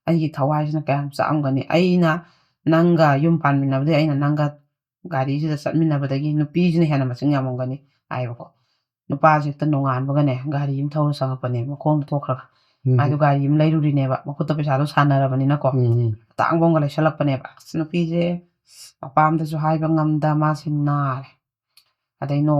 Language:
Manipuri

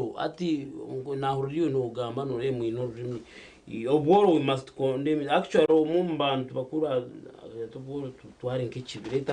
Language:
Nyankole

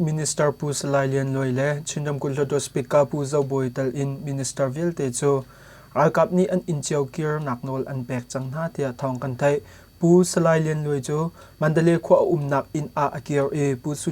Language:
Hakha Chin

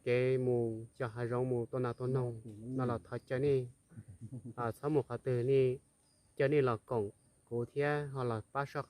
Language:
Hmong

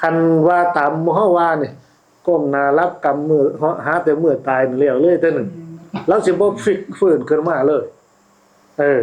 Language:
Northeastern Thai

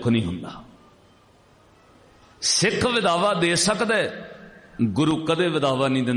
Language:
Punjabi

